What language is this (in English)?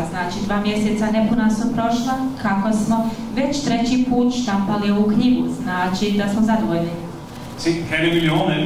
Bosnian